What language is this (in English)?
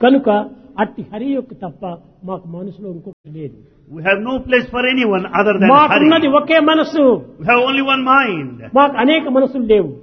Telugu